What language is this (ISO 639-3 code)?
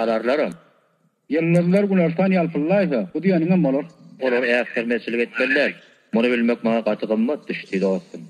tuk